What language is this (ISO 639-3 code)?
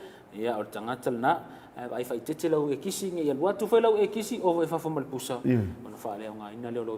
smo